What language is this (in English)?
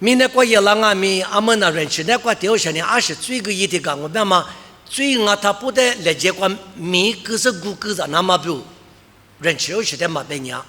Lisu